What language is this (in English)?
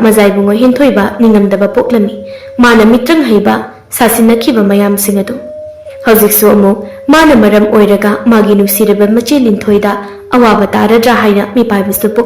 Manipuri